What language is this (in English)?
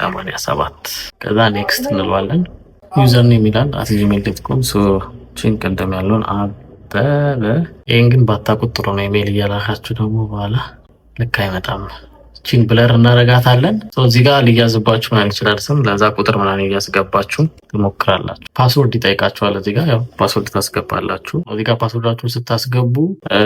Amharic